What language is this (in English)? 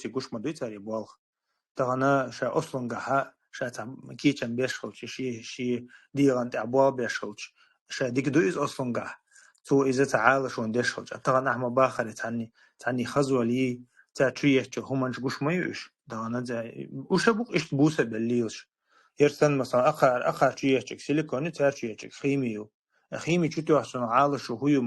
Chechen